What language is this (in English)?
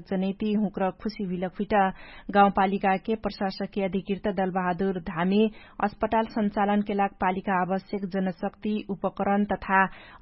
Dangaura Tharu